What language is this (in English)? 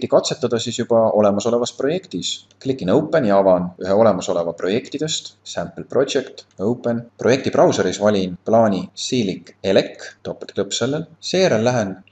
Estonian